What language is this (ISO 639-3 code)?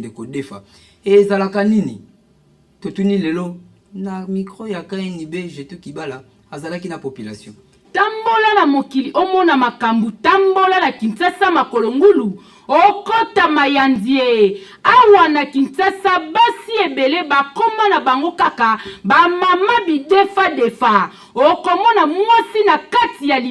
lin